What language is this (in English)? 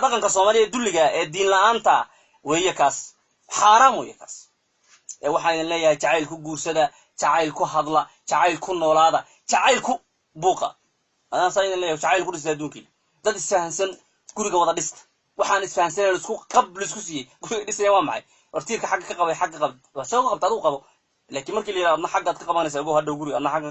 Somali